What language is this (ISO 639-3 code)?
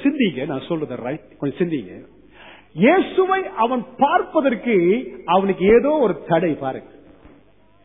tam